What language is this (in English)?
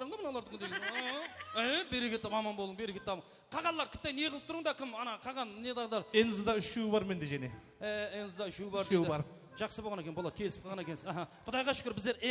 Kara-Kalpak